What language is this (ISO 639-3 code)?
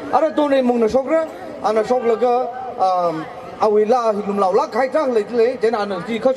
nmf